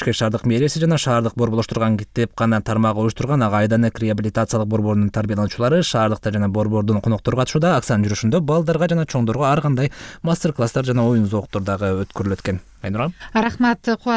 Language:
Kyrgyz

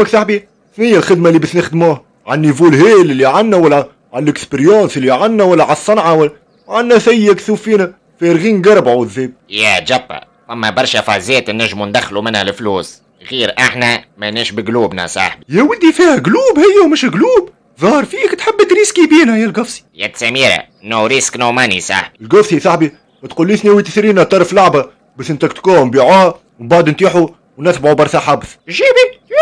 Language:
Tunisian Arabic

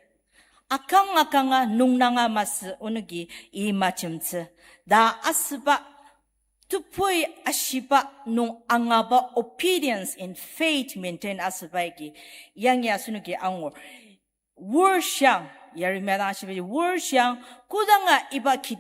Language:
Ao Naga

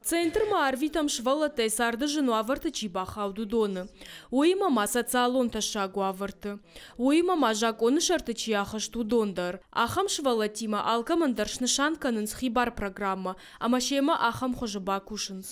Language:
Ossetic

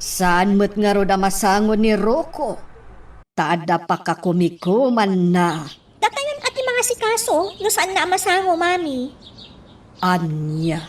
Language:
Iloko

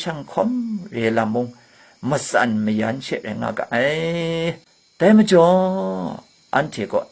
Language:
Kachin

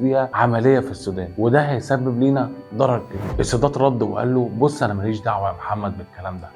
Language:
Egyptian Arabic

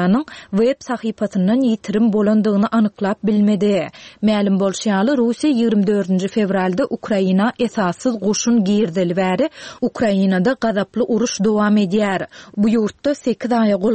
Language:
Turkmen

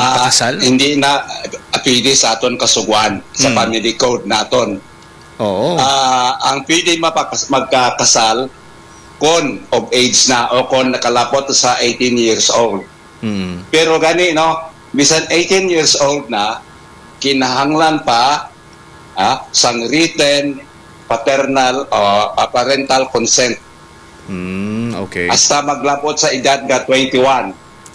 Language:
Hiligaynon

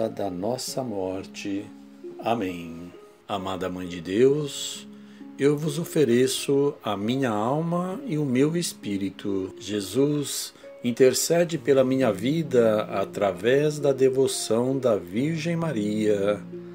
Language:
Portuguese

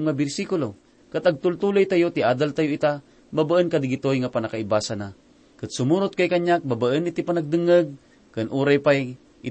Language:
Iloko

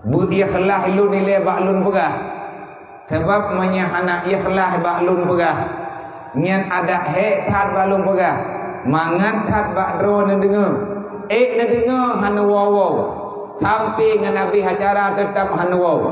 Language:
Achinese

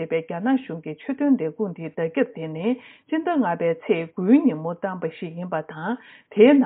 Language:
Tibetan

